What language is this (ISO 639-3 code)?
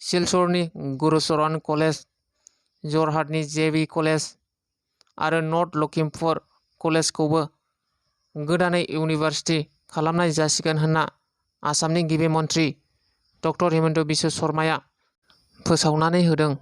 brx